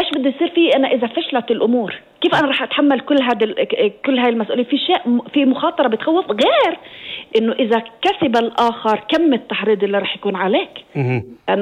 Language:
North Levantine Arabic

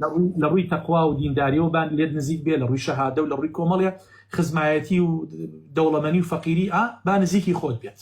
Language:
Central Kurdish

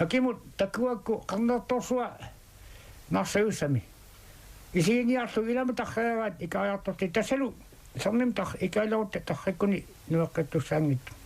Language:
Kalaallisut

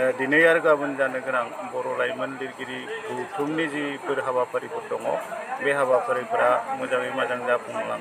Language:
Bodo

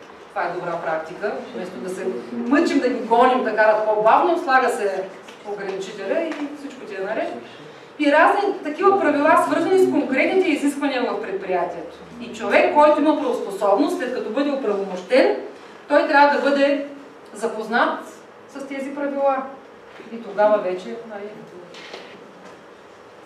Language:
Bulgarian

